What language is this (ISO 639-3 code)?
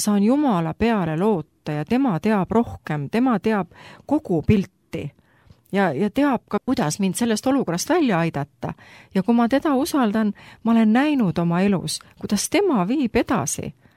est